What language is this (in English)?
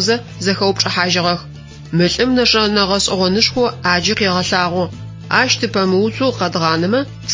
Adyghe